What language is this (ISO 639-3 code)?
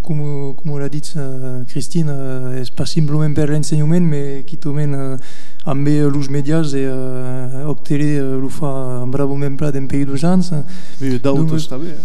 oci